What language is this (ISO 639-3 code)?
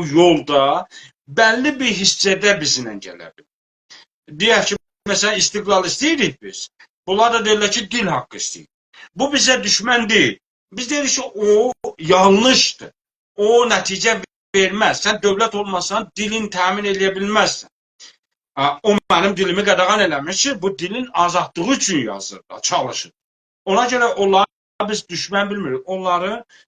azb